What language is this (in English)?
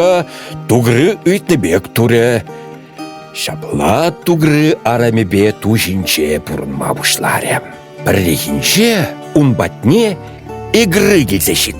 Chuvash